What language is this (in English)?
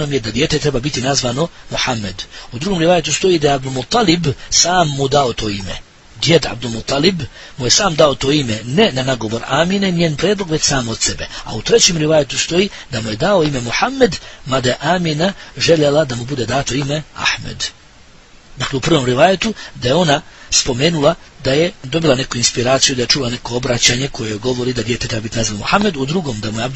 Bosnian